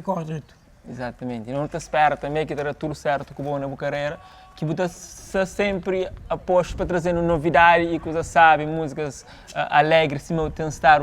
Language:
Kabuverdianu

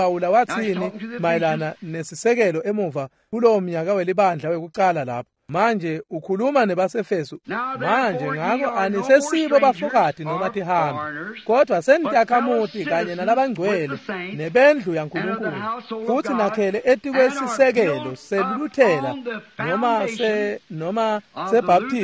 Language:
Swati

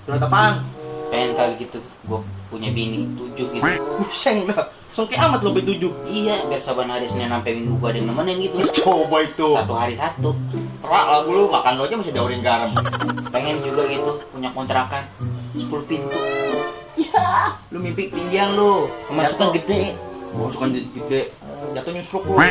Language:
Betawi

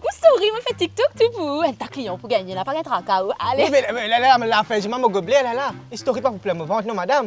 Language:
Morisyen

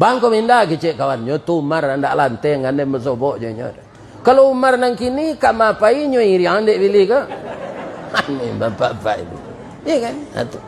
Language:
Minangkabau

